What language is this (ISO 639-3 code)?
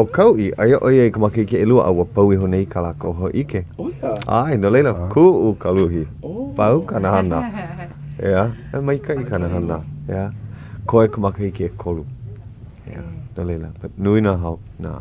haw